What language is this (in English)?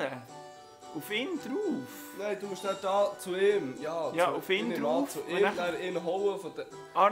Swiss German